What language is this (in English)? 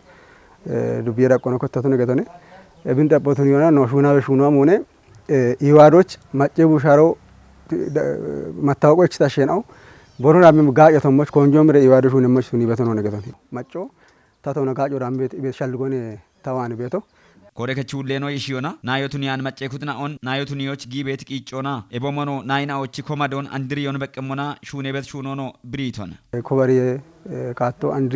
Kafa